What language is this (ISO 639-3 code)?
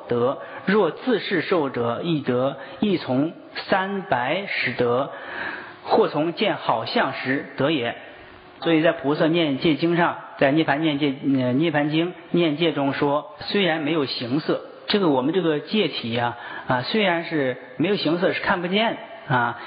zho